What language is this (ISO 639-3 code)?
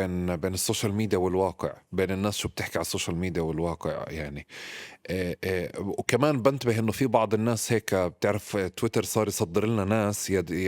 apc